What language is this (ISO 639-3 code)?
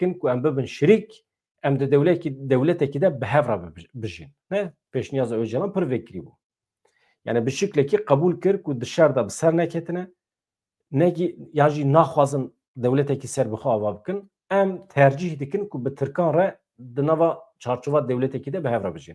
kur